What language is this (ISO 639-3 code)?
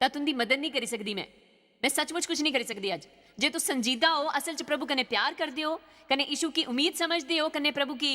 doi